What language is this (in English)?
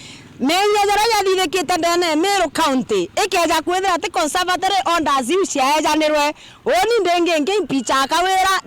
Meru